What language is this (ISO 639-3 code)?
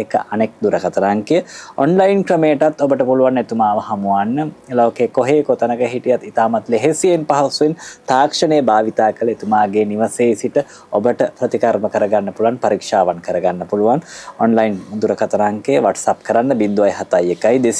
sin